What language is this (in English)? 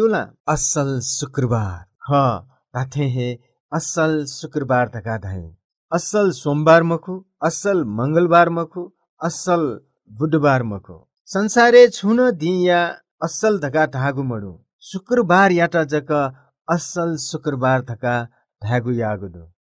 Newari